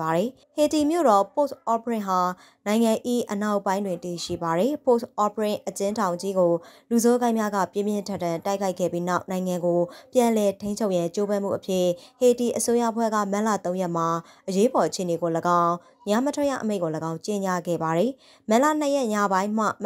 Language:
Burmese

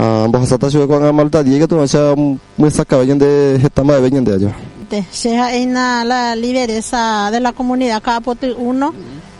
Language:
Guarani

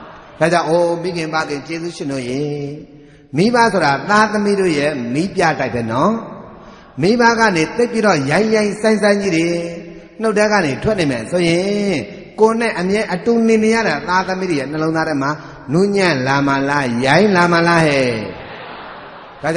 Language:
Burmese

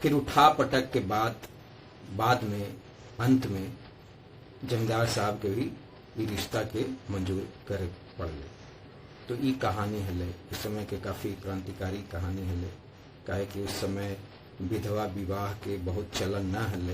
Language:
Magahi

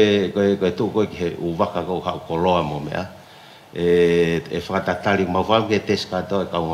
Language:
Tongan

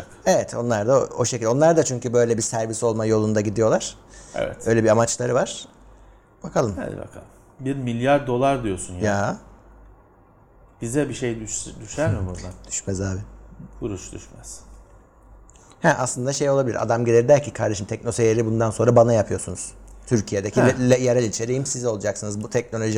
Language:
Turkish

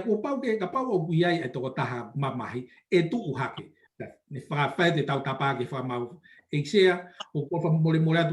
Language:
Tongan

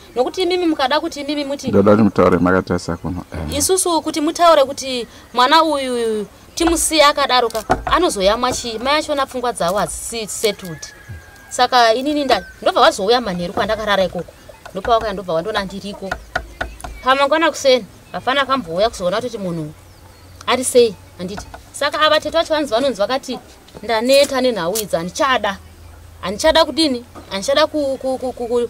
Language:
Shona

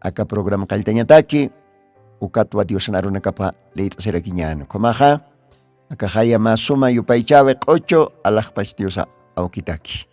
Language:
Aymara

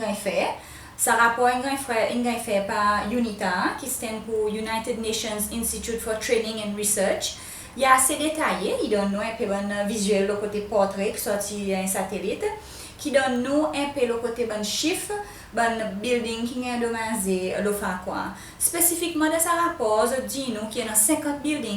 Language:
Seselwa Creole French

